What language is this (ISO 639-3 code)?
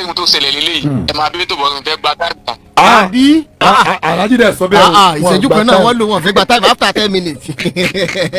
yor